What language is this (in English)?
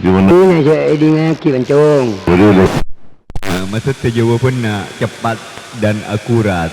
Madurese